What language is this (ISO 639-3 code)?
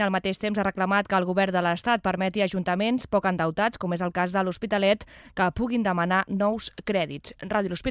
cat